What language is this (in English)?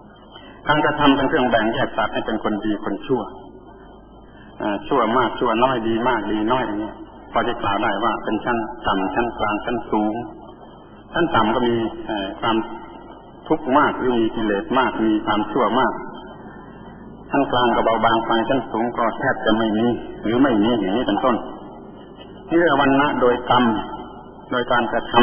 Thai